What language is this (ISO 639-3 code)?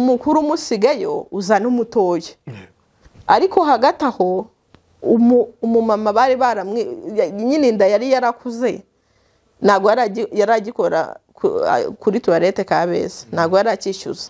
kin